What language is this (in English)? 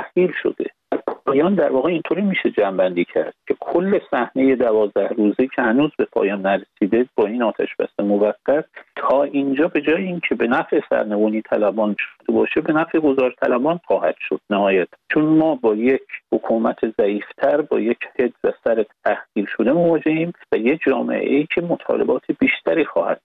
Persian